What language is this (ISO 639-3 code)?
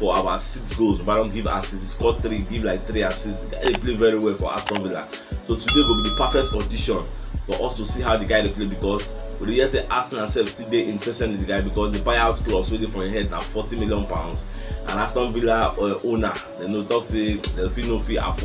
pcm